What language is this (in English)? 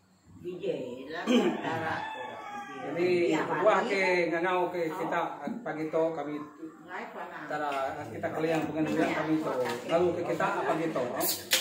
Iban